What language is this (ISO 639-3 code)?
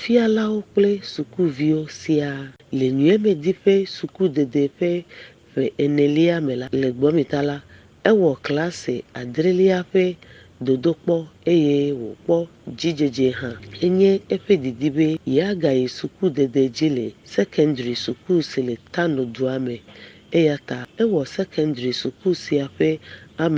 ewe